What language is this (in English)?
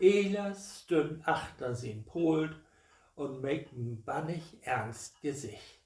Low German